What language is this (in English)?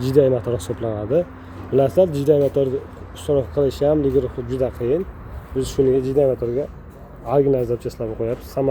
Uzbek